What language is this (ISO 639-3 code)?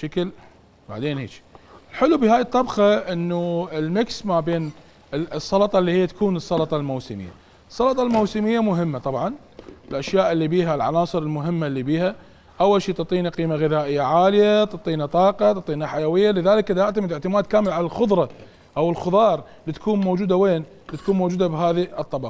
acm